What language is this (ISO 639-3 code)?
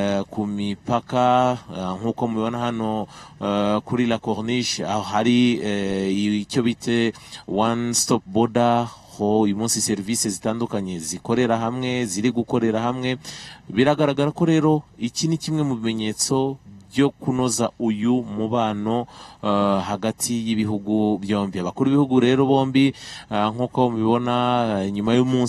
kin